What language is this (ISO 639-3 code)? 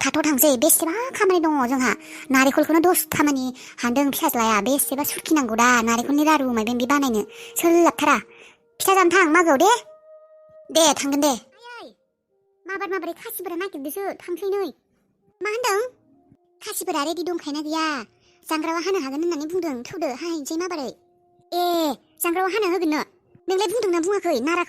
brx